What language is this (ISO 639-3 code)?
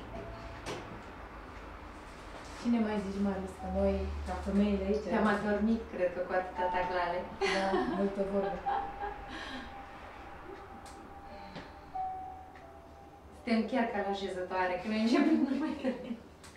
ron